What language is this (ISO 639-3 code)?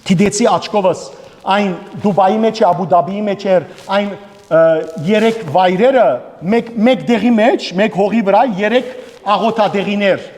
hyw